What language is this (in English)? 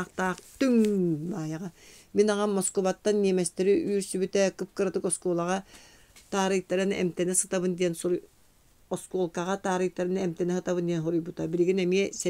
Yakut